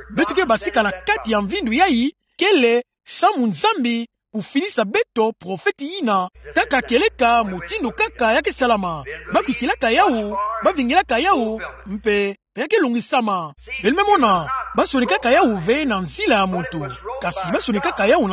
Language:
Kituba (Democratic Republic of Congo)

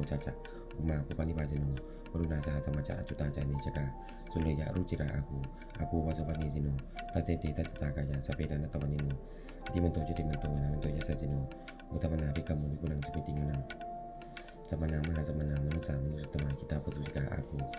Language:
Pali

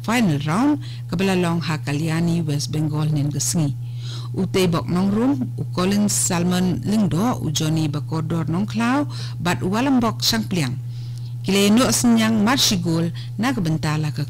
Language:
Khasi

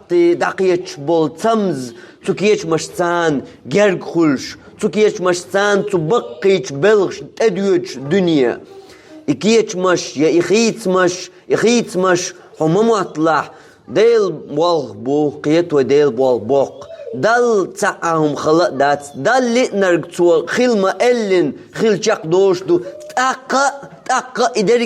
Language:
Chechen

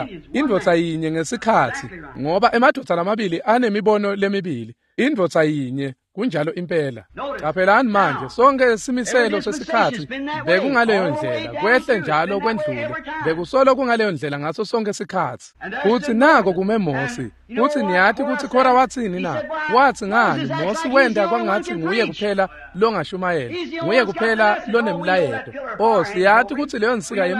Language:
Swati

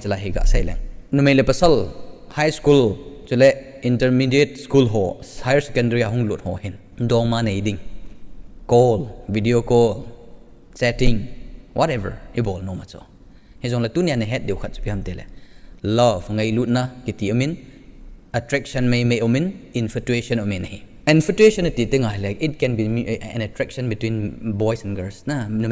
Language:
Thado Chin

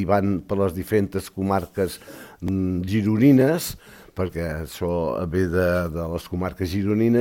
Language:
Catalan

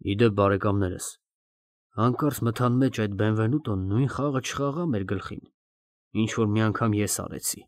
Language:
Armenian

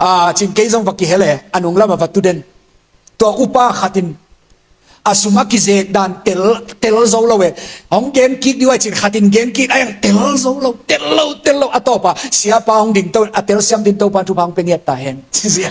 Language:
Tedim Chin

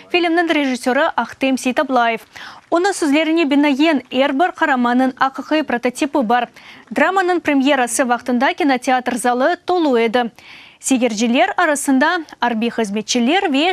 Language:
Crimean Tatar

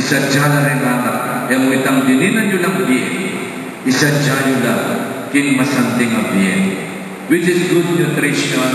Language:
Pampanga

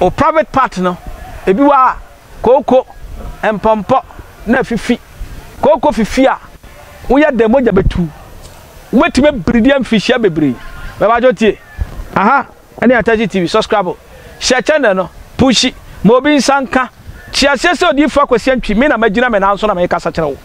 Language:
Akan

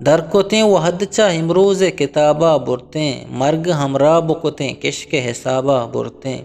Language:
Eastern Balochi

